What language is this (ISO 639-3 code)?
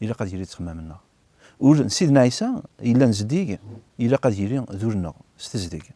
kab